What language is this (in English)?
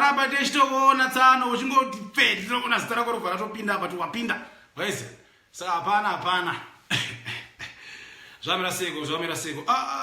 Shona